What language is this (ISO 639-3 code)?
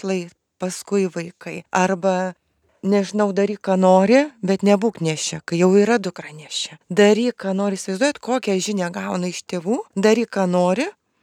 lit